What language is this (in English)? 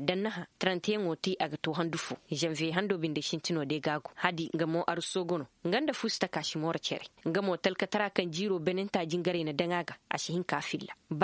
Koyraboro Senni